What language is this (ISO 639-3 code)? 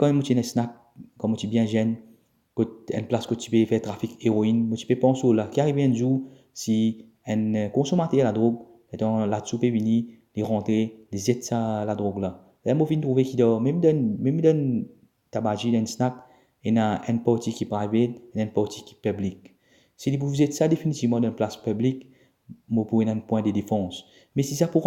mfe